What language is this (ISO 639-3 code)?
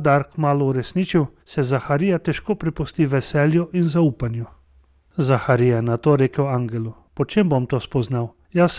slv